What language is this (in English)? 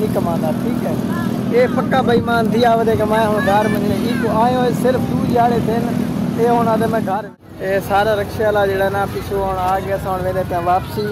Saraiki